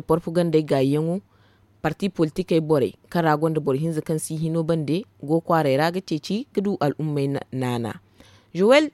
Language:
Zarma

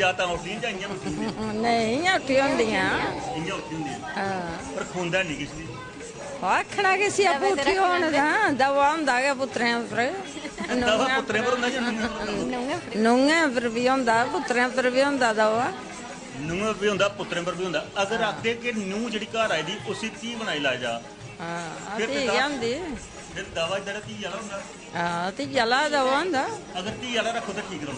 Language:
Dogri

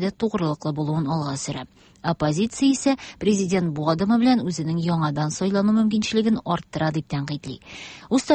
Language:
Tatar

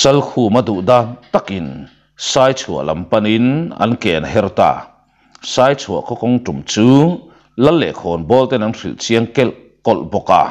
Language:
Mizo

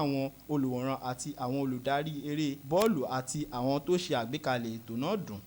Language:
Yoruba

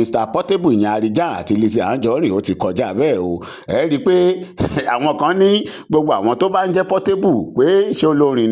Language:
Yoruba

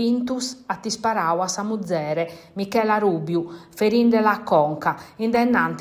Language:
Sardinian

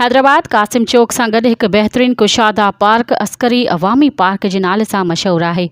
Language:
Sindhi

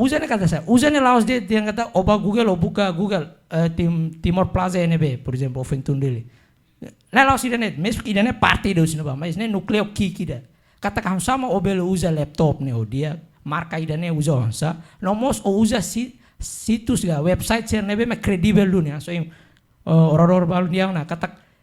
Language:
Tetum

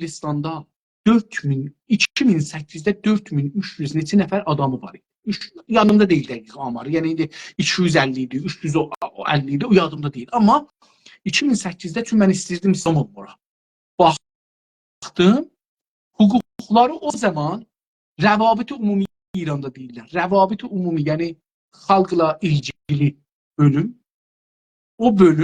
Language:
South Azerbaijani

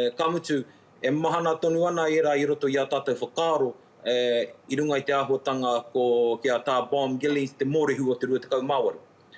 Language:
Māori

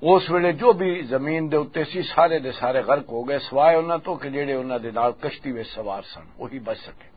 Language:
Western Panjabi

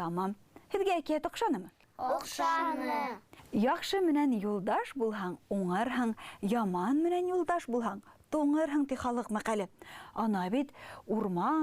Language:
Bashkir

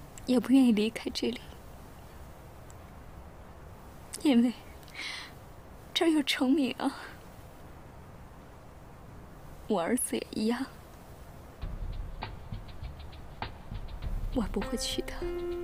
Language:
Chinese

